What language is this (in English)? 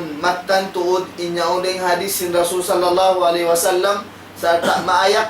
Tausug